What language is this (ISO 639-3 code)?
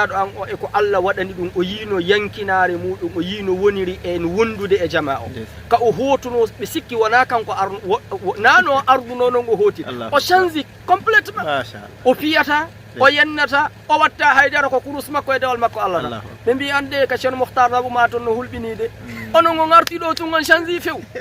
ful